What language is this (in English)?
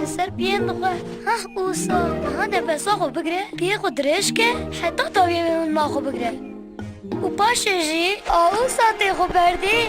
Kurdish